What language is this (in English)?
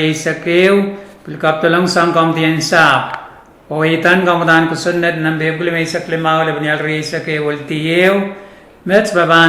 Pohnpeian